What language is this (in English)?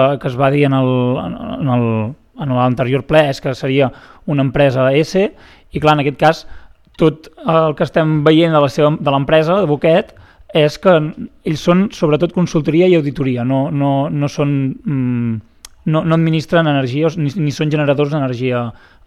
Catalan